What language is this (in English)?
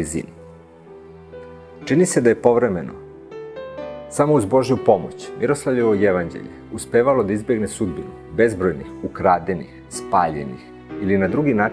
Serbian